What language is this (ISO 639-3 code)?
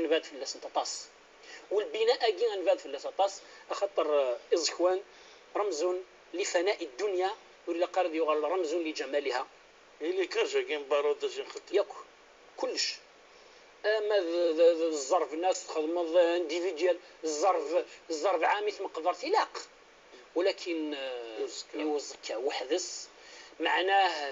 kab